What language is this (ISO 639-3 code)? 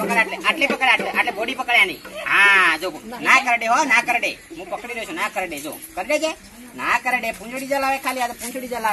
guj